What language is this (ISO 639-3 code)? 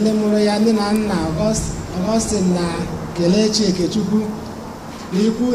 ibo